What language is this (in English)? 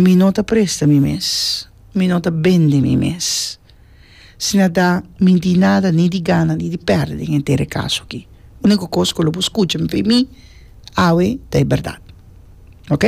Papiamento